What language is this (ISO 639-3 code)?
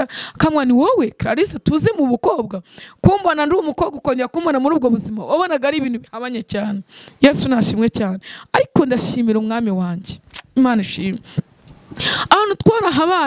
kin